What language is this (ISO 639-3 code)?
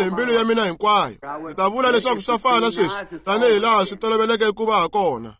tso